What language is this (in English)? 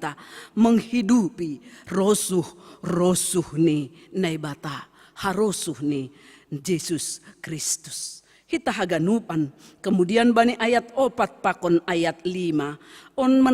Batak Simalungun